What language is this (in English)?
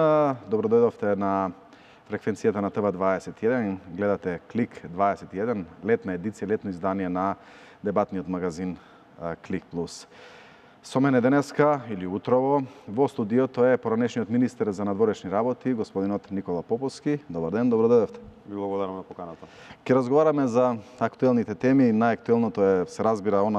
Macedonian